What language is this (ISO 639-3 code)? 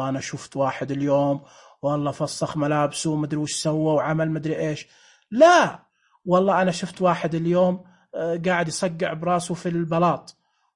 ars